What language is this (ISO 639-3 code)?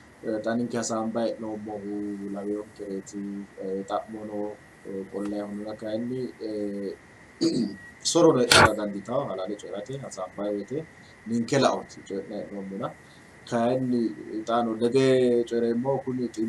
sid